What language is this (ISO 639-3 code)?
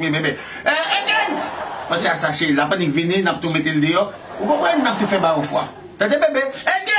hat